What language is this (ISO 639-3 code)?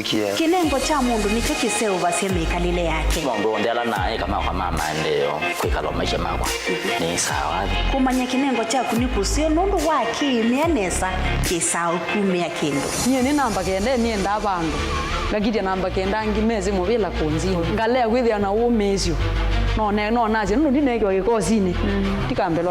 kam